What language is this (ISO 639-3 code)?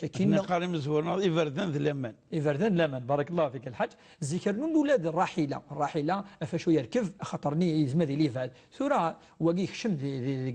kab